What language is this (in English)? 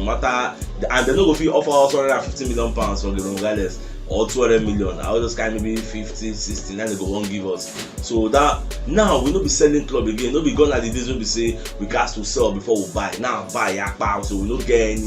Nigerian Pidgin